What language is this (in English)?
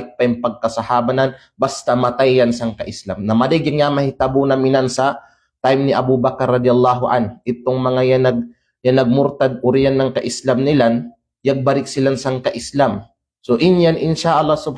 Kalagan